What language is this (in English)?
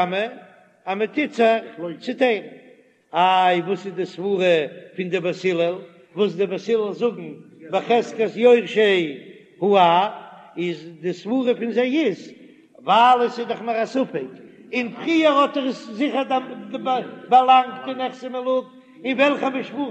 Yiddish